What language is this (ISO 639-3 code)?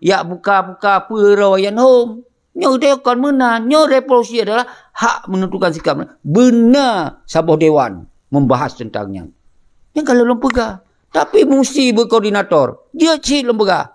ace